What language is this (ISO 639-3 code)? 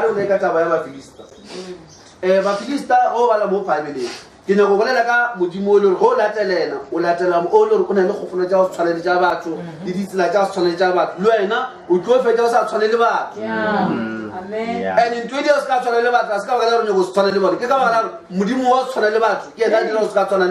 nso